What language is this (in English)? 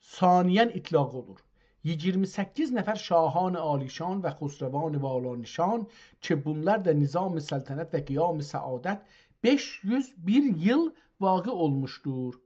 South Azerbaijani